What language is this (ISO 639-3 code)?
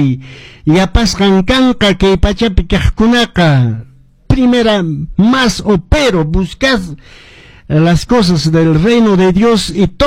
que